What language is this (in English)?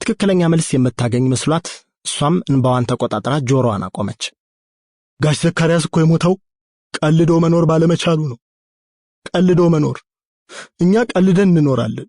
Amharic